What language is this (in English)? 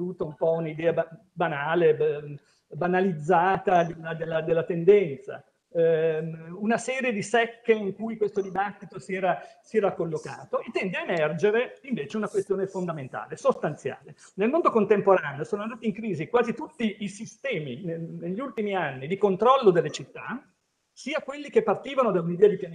Italian